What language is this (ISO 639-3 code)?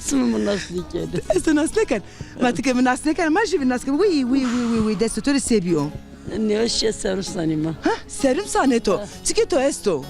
zza